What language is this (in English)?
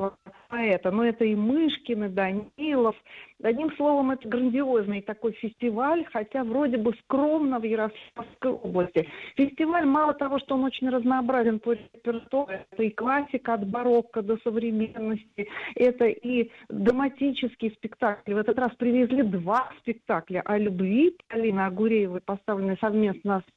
Russian